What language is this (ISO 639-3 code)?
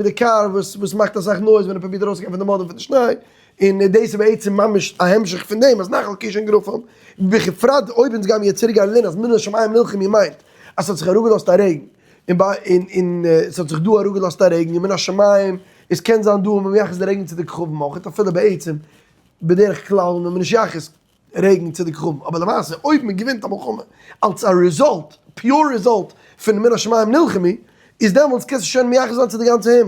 yid